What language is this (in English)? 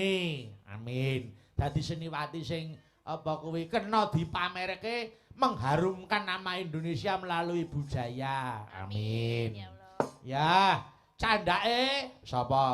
Javanese